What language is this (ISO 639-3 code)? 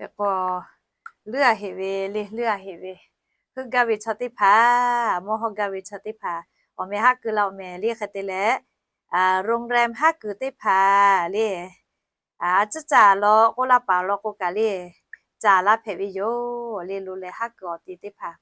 lhu